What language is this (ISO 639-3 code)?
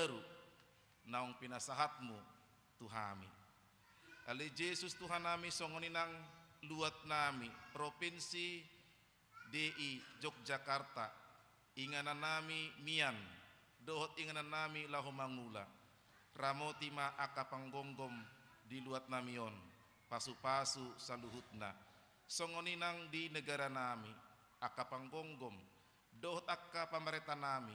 bbc